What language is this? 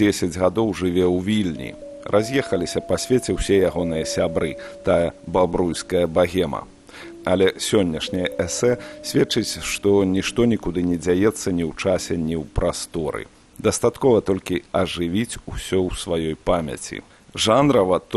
Belarusian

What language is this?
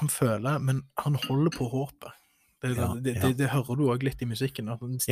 Norwegian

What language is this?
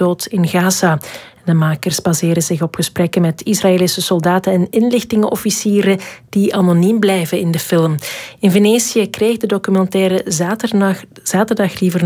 Dutch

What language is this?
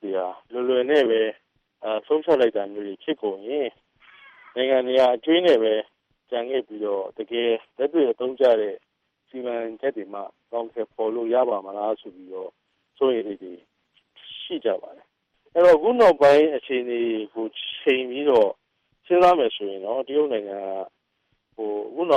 Burmese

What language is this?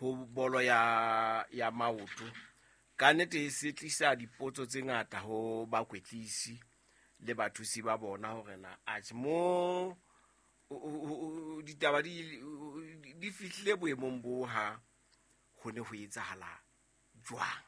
Southern Sotho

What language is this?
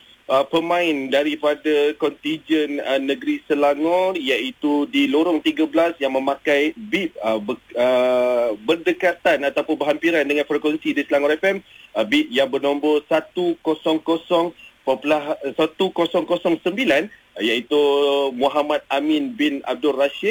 Malay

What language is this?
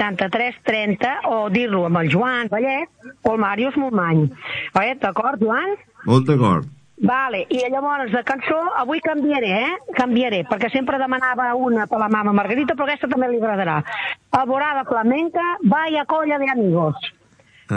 Catalan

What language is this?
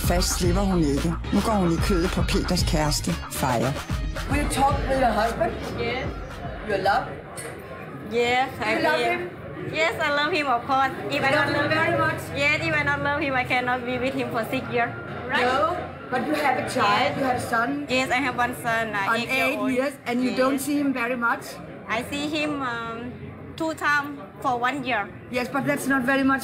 Danish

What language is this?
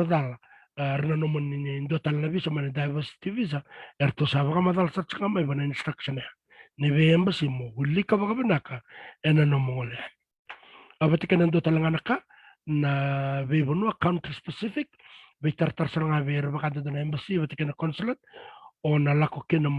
Fijian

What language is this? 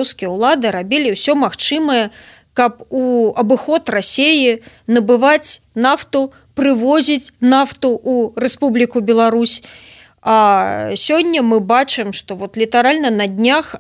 Belarusian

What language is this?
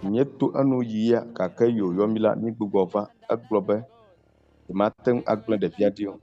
Ewe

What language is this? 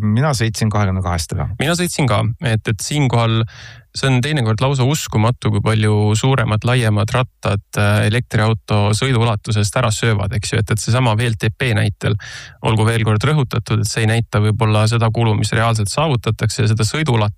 Estonian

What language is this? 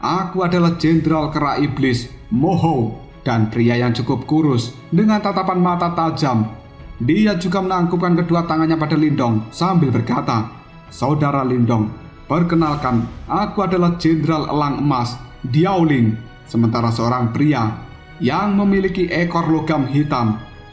Indonesian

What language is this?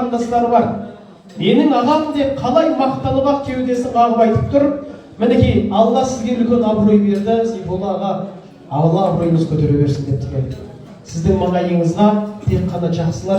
Kazakh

